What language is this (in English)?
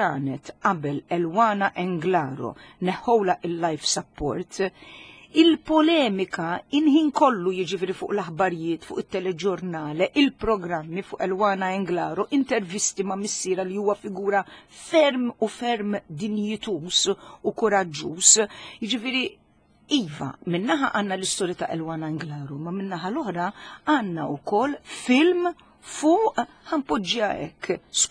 Maltese